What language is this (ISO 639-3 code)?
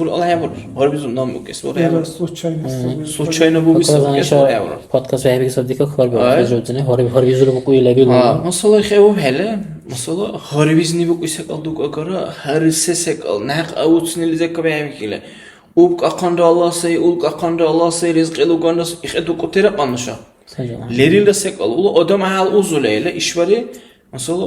dar